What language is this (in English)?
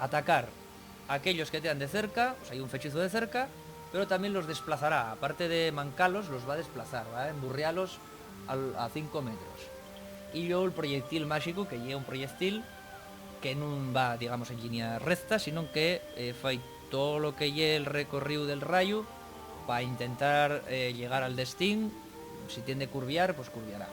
Asturian